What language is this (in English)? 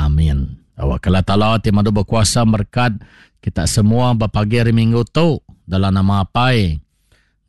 Iban